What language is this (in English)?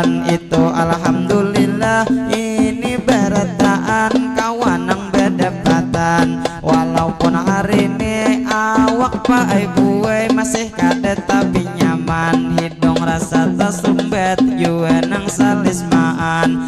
Banjar